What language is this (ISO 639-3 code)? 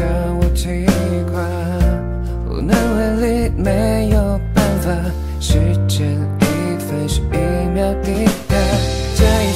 zho